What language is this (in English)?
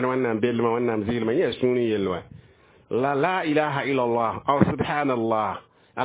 Mossi